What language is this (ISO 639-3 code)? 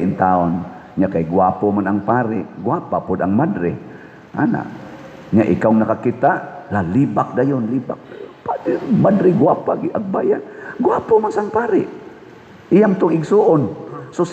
ceb